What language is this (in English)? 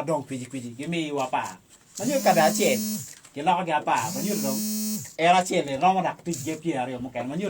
Acoli